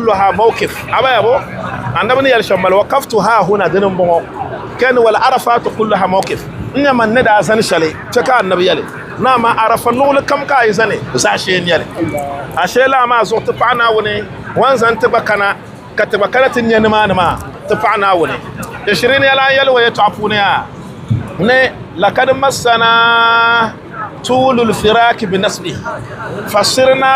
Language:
Dagbani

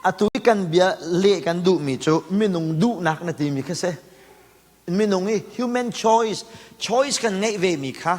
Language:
Hakha Chin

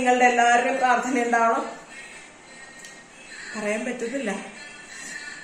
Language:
Malayalam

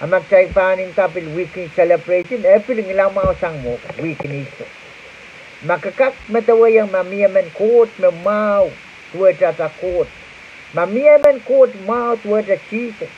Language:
Pohnpeian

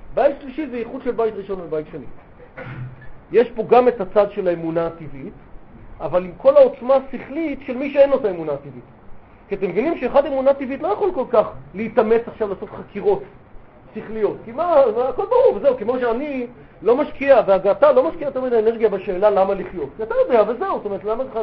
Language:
Hebrew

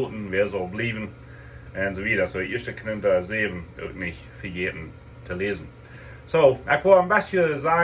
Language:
Plautdietsch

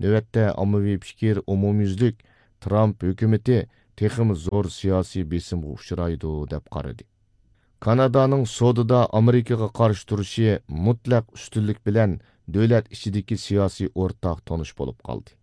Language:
Uyghur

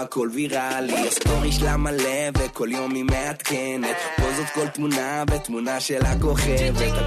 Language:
Hebrew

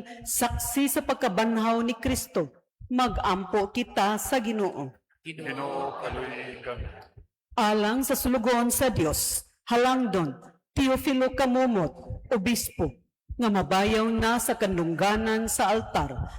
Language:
Cebuano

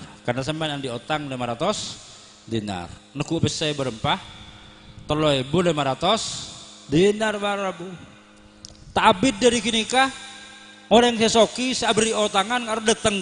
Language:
Madurese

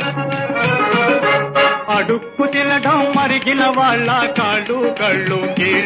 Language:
Telugu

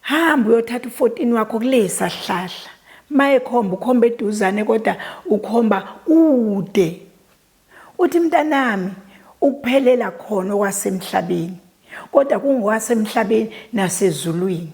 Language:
Zulu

